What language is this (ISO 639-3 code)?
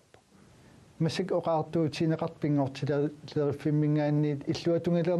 kal